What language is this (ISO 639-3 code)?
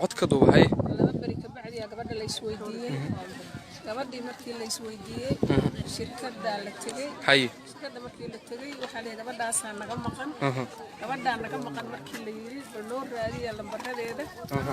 som